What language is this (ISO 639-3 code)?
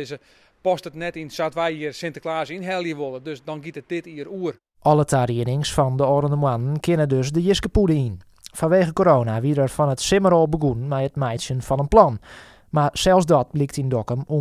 fry